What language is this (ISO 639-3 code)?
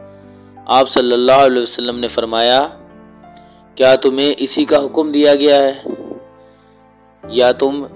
urd